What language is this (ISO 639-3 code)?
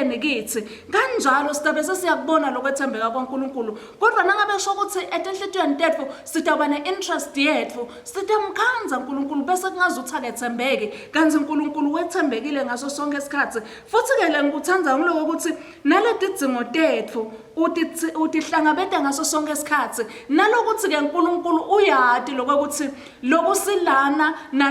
ssw